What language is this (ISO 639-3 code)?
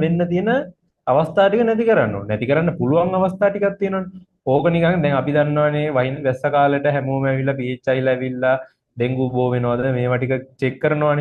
sin